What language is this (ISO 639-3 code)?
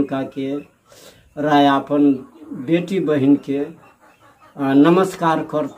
bho